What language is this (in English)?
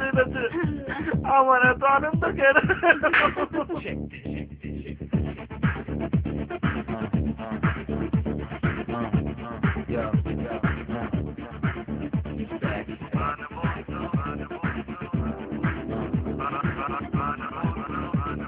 Bangla